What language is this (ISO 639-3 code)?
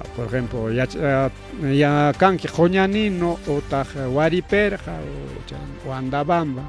quy